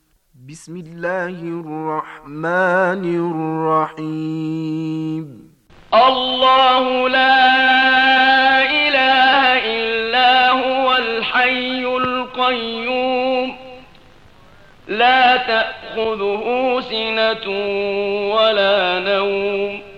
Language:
Bosnian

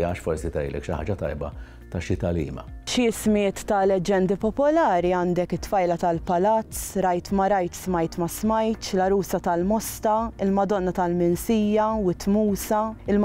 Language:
Maltese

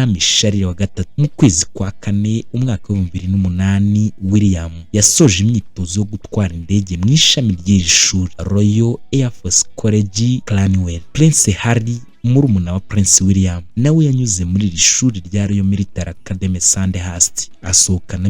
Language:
Kinyarwanda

